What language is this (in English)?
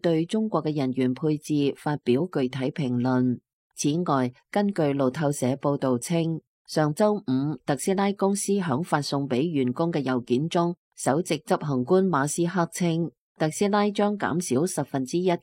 Cantonese